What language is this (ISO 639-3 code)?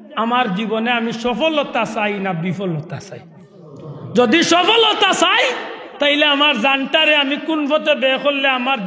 syl